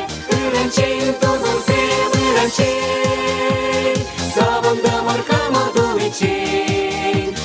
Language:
Chuvash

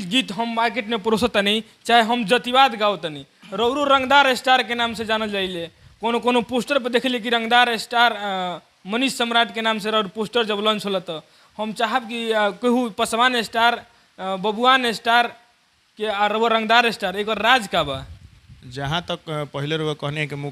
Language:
Bhojpuri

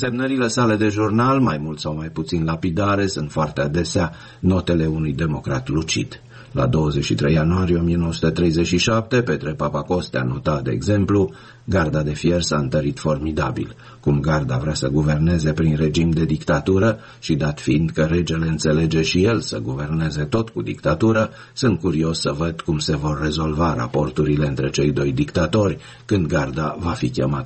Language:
Romanian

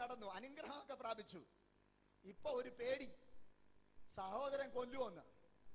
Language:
Malayalam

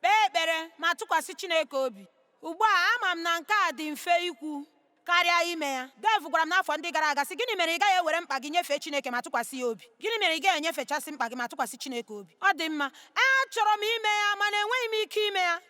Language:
Igbo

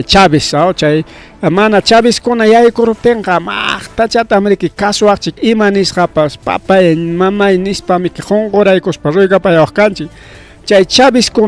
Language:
Ayacucho Quechua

